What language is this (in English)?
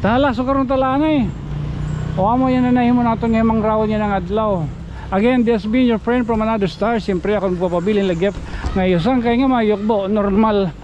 Waray